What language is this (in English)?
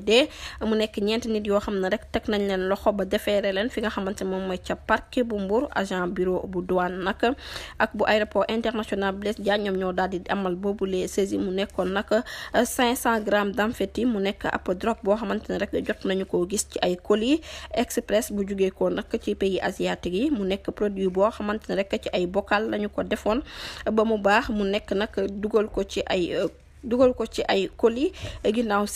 Wolof